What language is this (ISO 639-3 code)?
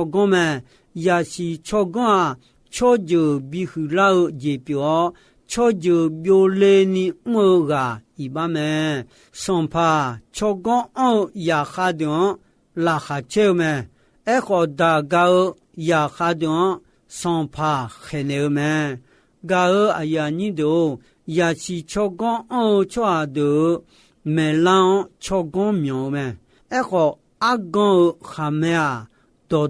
ahk